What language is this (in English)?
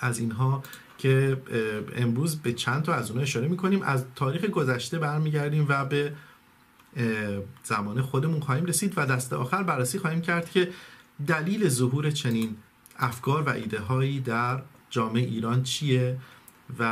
Persian